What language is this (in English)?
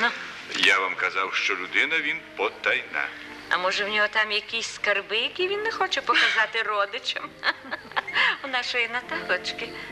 Ukrainian